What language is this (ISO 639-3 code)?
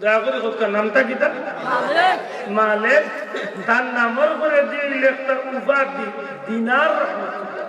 syl